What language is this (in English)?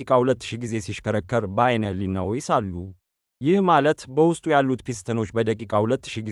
Amharic